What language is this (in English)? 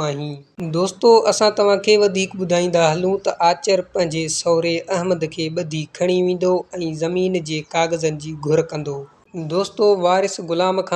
Sindhi